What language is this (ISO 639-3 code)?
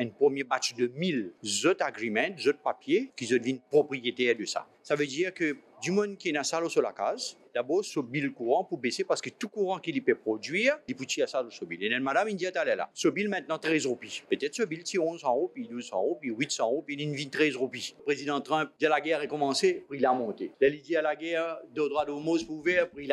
mfe